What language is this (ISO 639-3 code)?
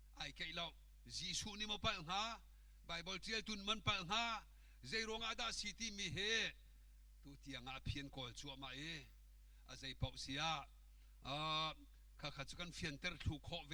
cnh